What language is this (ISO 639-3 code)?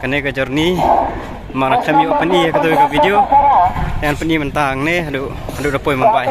kha